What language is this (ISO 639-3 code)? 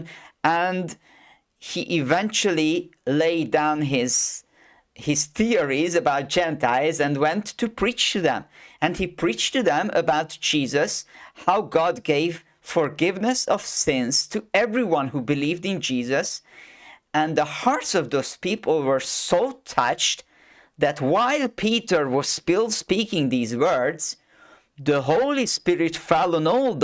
eng